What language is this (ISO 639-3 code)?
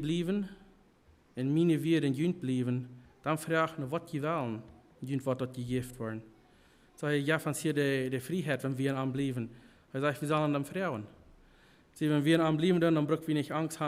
pdt